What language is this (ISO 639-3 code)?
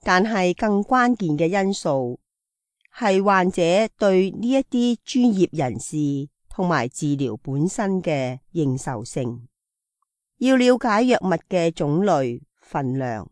yue